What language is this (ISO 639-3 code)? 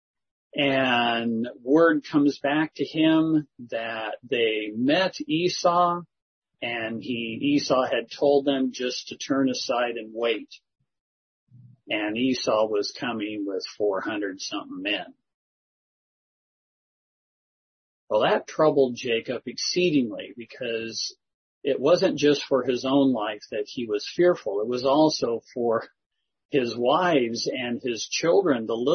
eng